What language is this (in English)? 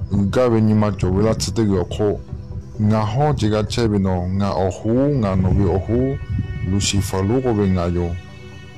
Lahu